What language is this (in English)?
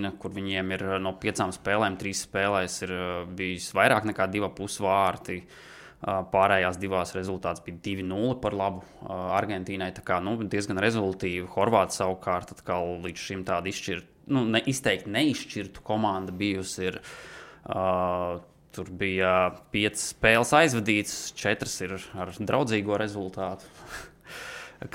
Latvian